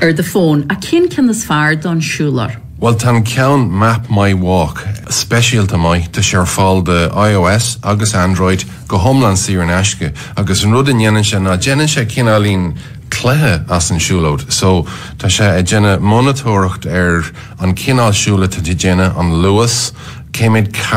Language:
Irish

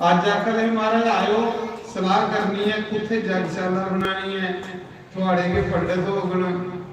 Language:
Dogri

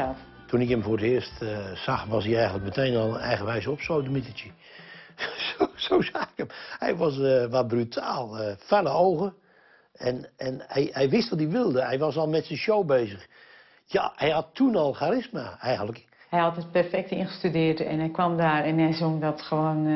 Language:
Dutch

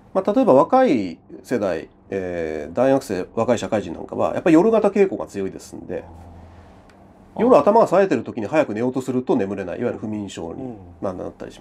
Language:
Japanese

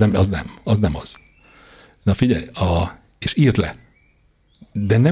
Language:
Hungarian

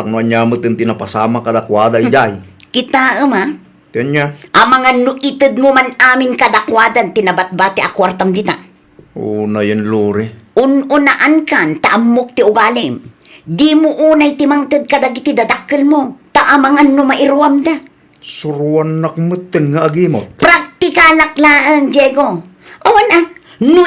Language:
Iloko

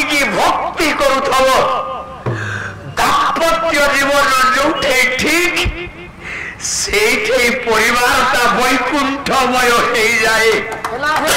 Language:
Odia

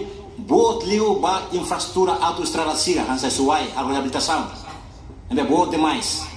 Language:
Tetum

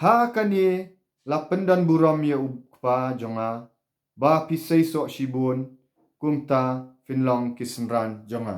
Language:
Khasi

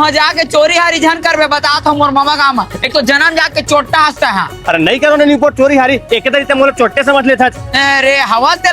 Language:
Chhattisgarhi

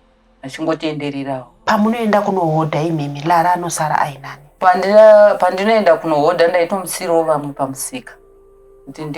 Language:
Shona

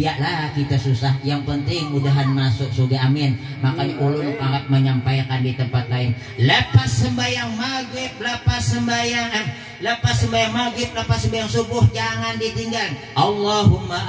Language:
Banjar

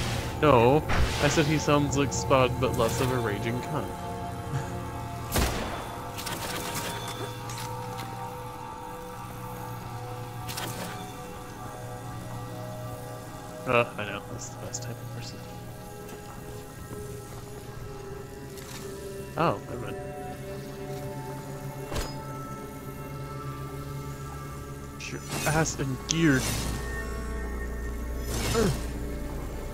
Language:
English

